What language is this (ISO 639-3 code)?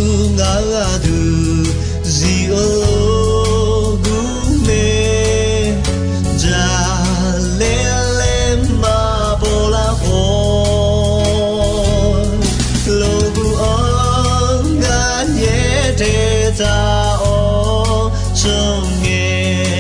ahk